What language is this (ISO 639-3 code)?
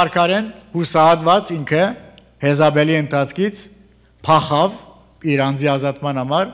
hye